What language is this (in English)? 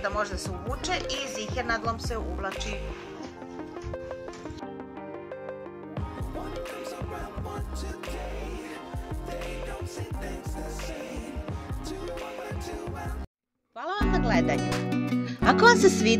Serbian